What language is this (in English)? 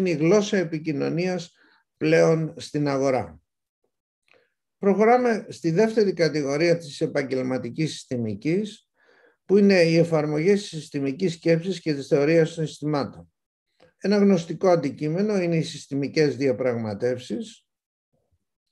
Greek